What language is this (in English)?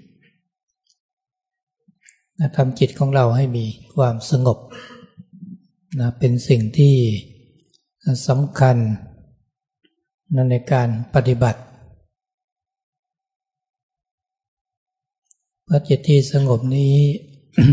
Thai